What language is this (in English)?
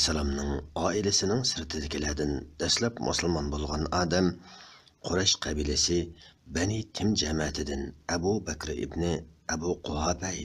Uyghur